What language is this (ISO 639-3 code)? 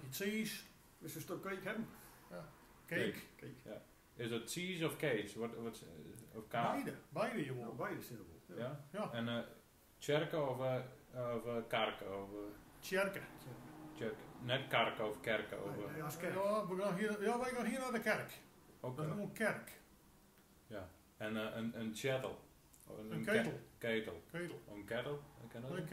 gos